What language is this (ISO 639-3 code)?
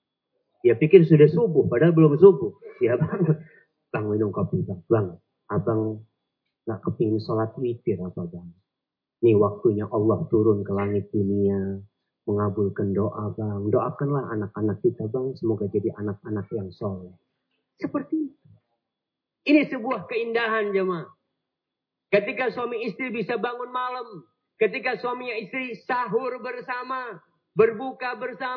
ind